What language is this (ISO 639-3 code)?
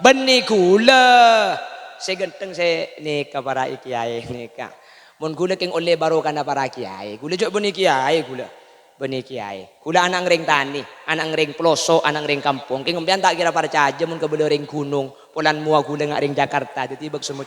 mad